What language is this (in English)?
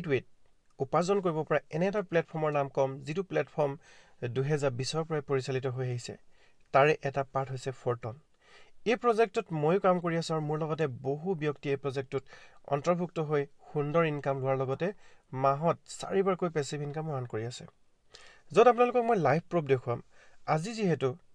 Assamese